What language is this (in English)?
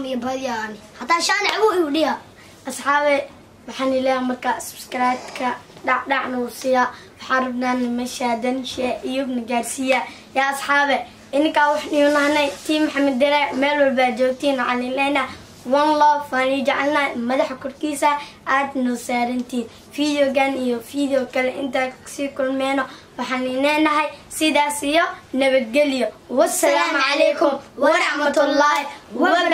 Somali